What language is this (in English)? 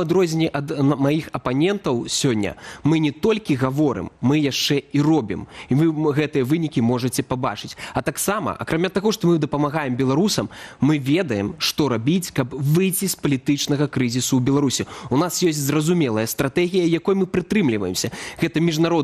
Belarusian